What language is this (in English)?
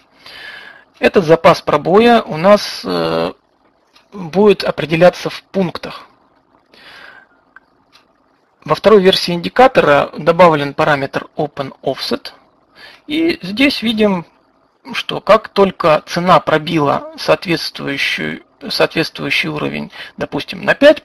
Russian